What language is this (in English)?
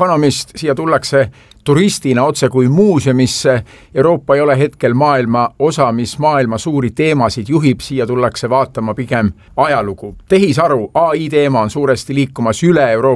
Estonian